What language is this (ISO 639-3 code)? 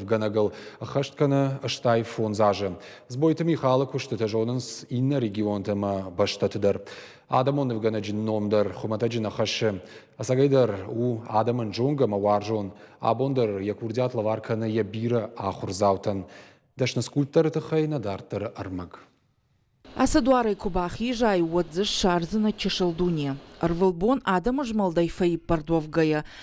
oss